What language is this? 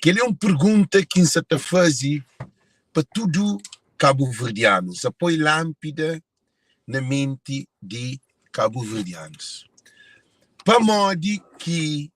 Kabuverdianu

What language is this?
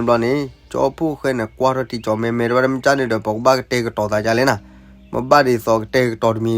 S'gaw Karen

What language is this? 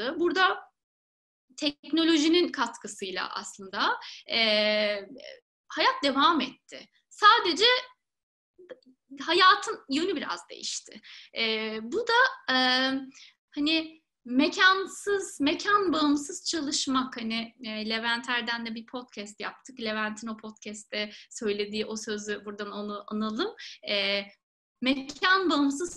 Turkish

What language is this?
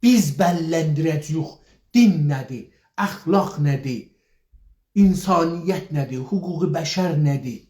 South Azerbaijani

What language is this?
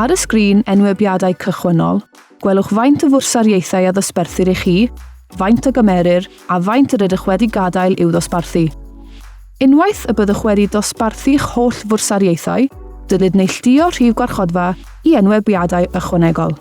Welsh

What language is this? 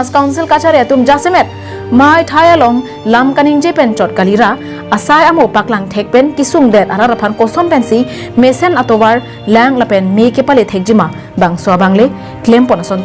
Karbi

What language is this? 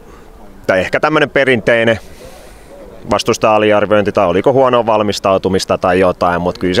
Finnish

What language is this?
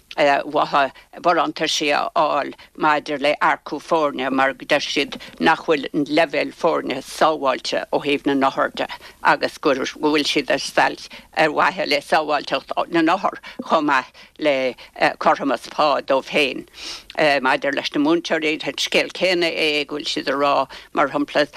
Irish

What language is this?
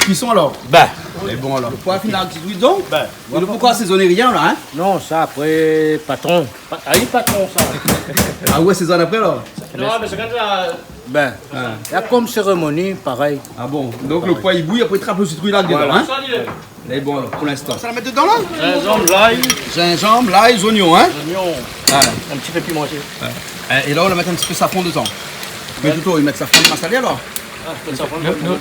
Réunion Creole French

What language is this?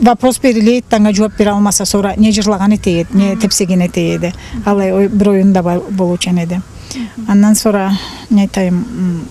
Karachay-Balkar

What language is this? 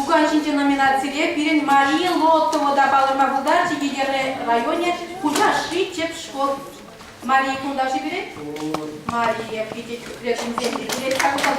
Chuvash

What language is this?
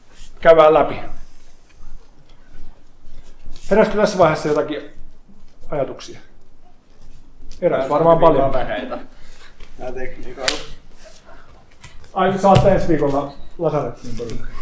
Finnish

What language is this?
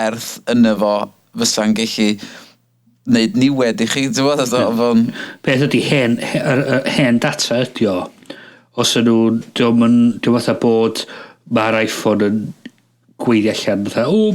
Welsh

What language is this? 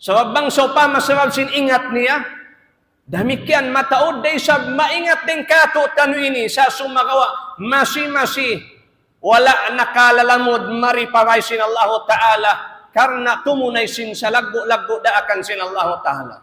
Tausug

